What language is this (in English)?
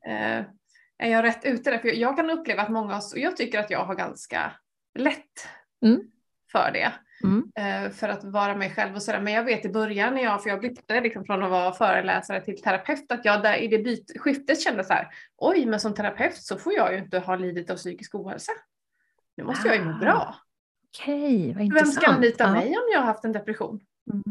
Swedish